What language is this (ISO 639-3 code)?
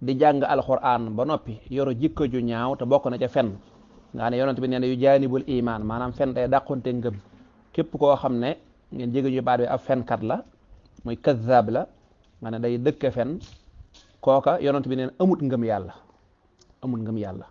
wol